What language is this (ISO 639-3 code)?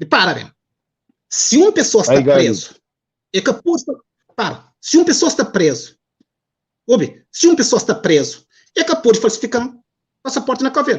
kea